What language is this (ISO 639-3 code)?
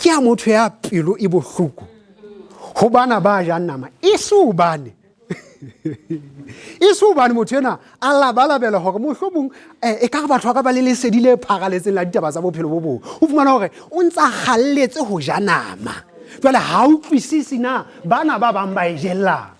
sot